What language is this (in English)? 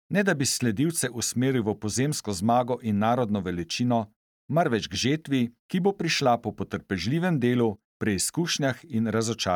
Slovenian